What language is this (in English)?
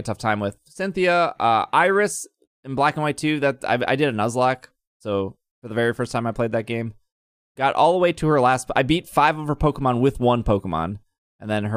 English